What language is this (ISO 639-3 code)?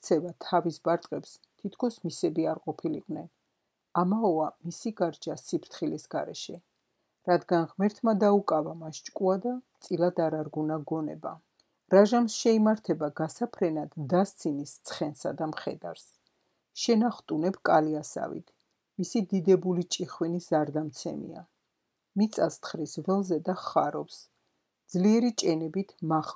kat